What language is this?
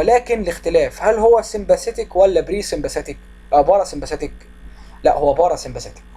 Egyptian Arabic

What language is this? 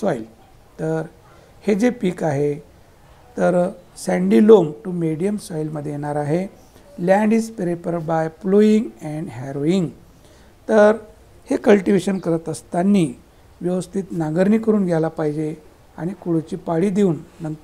Marathi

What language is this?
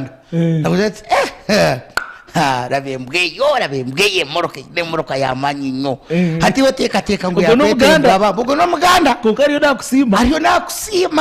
Nyankole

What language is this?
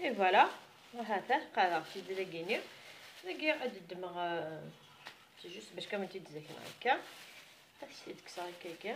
Kabyle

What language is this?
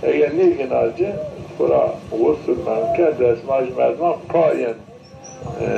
Zaza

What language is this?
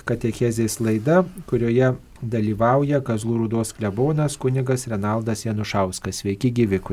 Lithuanian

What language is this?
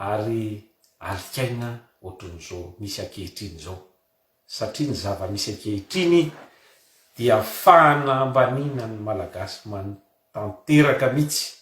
Malagasy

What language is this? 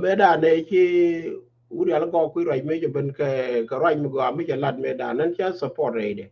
Nuer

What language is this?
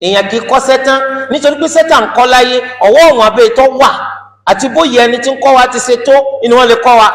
Yoruba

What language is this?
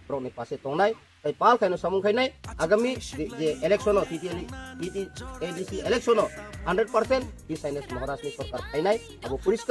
Kok Borok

